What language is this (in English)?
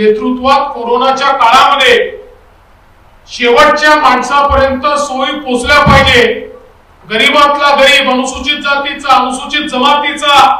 Marathi